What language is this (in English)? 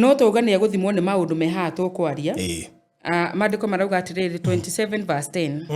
Kikuyu